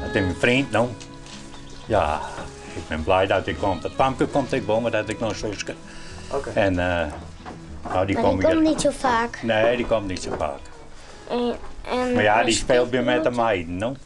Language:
Western Frisian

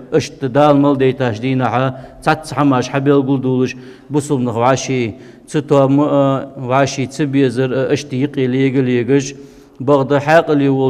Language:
Ingush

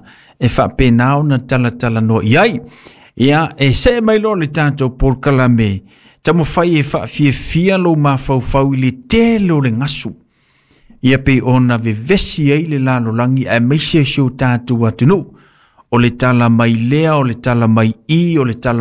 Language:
Samoan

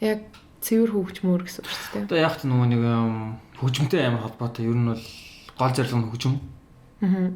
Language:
Mongolian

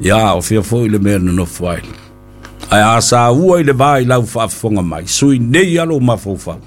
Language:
Samoan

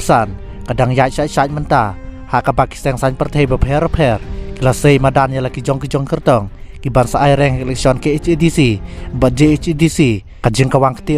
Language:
Khasi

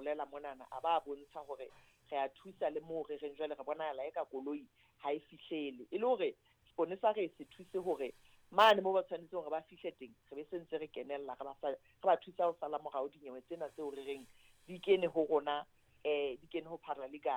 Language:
Southern Sotho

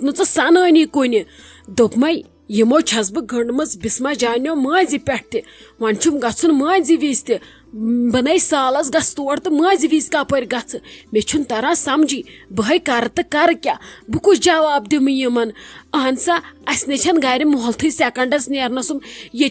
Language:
Kashmiri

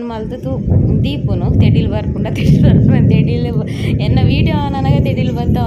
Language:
Tulu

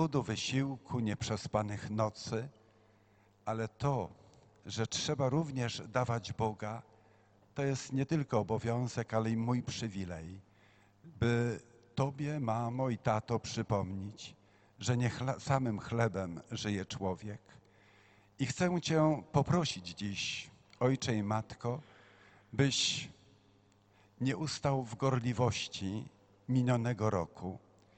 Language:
Polish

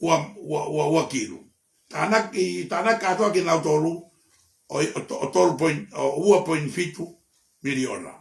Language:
Tongan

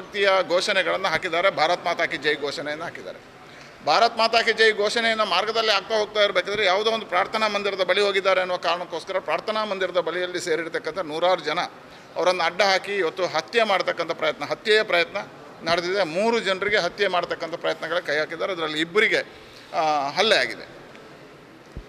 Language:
Kannada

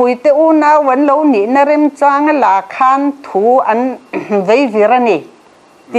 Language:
Mizo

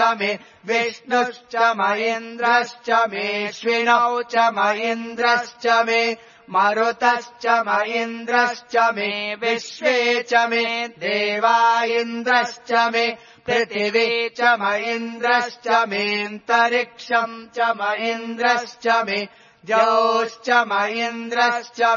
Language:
Sanskrit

